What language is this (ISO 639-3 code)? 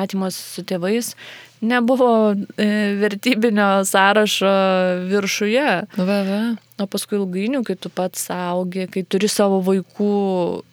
lit